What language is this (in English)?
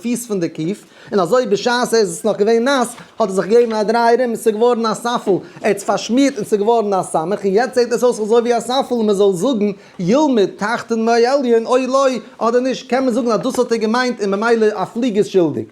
Yiddish